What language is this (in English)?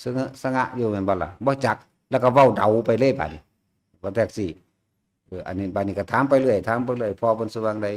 Lao